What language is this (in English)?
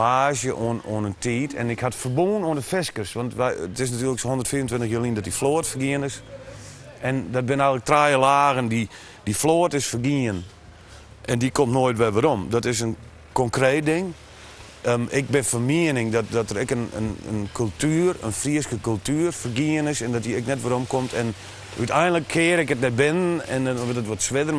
Western Frisian